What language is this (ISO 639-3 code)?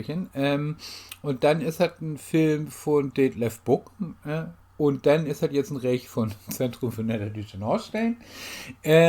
nds